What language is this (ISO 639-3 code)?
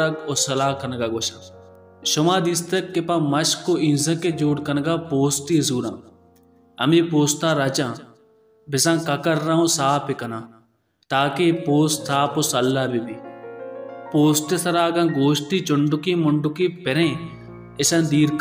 bal